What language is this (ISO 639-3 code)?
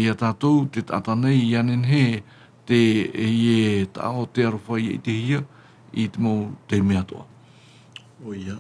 tah